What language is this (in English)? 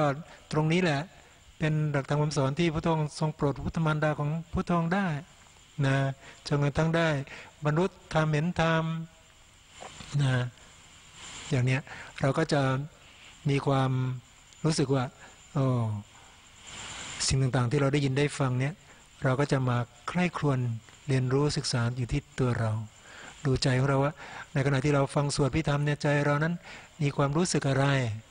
Thai